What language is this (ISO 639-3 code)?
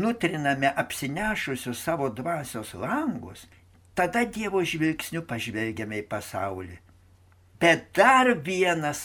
lit